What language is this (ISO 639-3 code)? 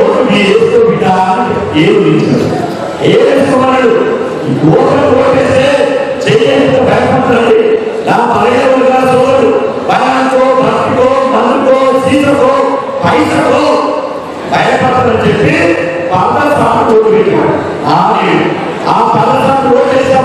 tel